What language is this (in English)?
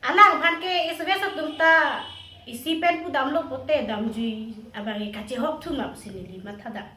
Karbi